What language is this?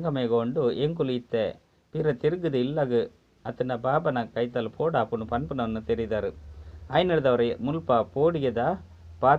Tulu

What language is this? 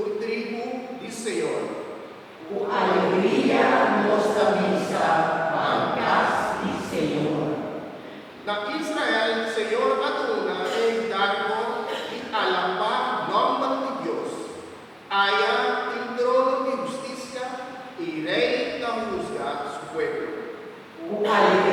Papiamento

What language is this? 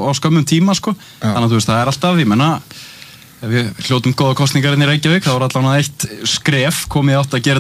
Icelandic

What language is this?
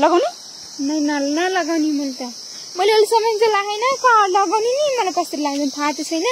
Nepali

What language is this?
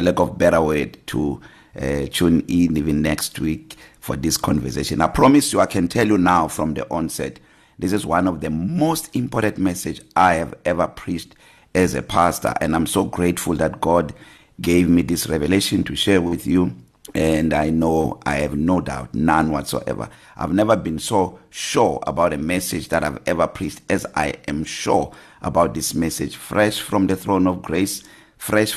English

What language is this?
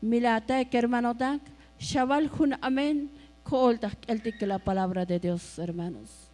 Tzotzil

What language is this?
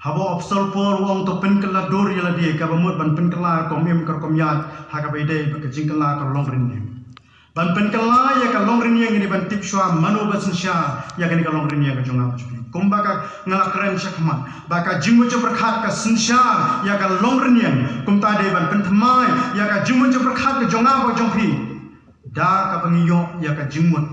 Khasi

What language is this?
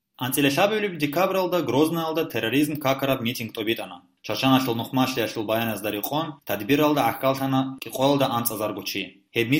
Avaric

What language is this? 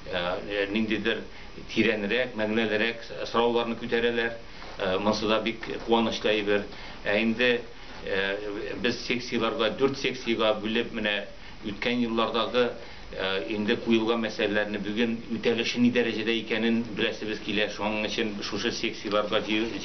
Tatar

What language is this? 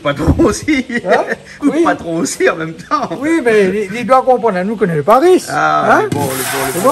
Réunion Creole French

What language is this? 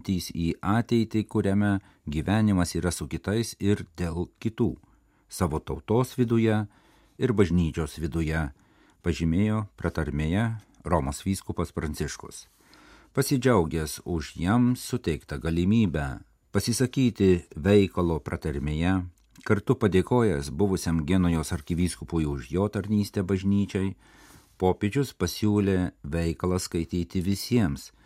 Lithuanian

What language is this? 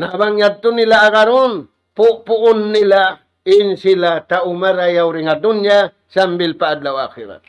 Tausug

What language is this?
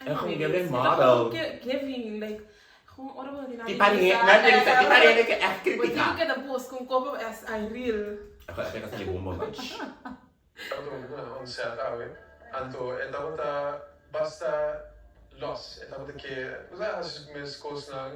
Papiamento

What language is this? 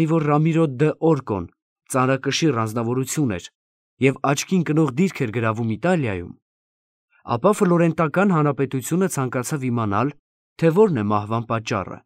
Armenian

